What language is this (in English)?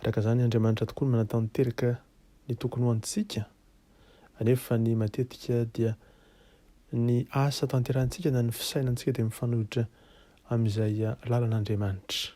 Malagasy